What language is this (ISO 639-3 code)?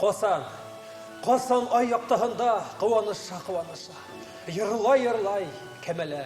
bak